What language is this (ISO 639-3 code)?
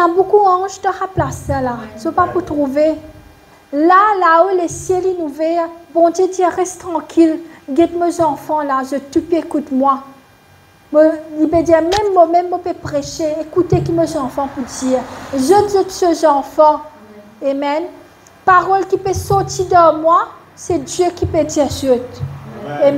mfe